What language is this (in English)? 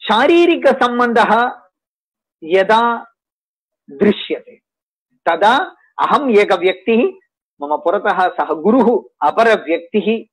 Sanskrit